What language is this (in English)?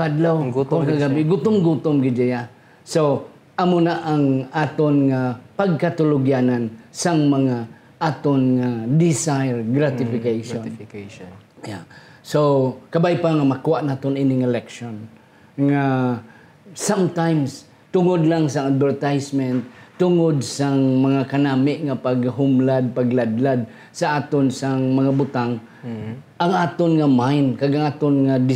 Hiligaynon